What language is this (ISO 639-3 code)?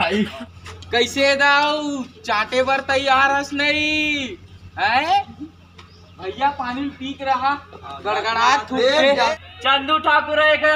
hne